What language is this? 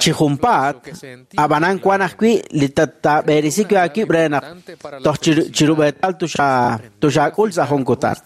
Kekchí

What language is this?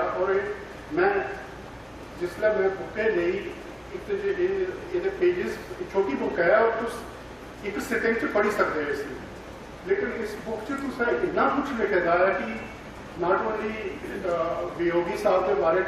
Dogri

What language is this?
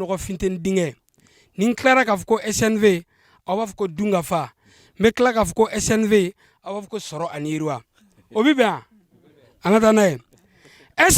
Bambara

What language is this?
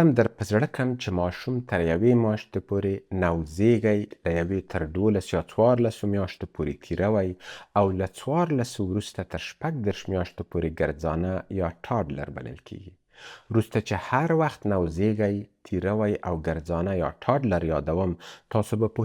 Pashto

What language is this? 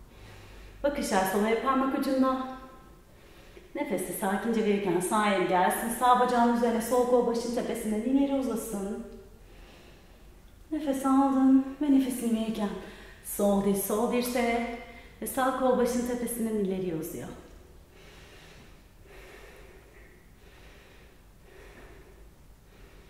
Turkish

